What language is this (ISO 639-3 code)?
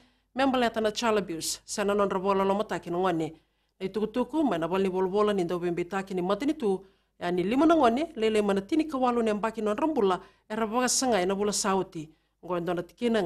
fij